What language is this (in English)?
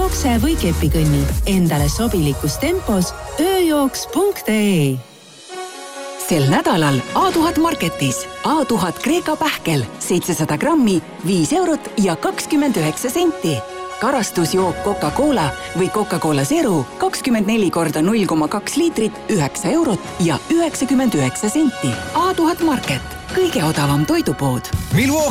Estonian